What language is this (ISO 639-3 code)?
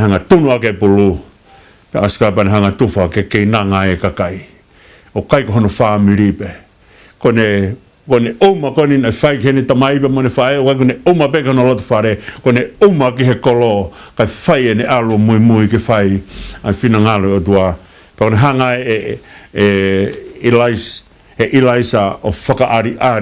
ton